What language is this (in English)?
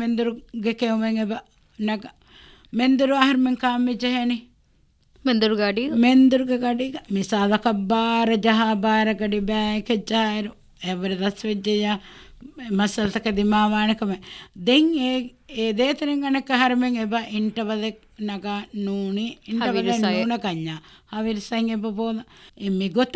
Divehi